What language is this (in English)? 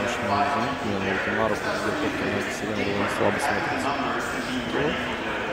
Russian